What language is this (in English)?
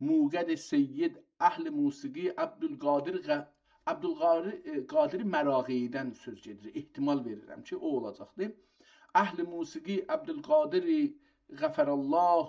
South Azerbaijani